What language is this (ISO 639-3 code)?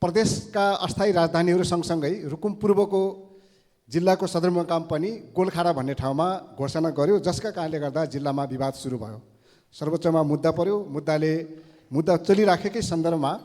nep